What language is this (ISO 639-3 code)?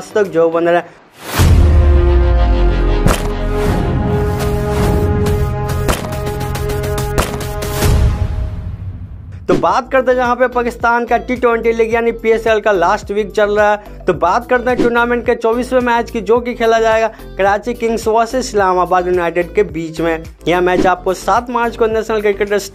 hin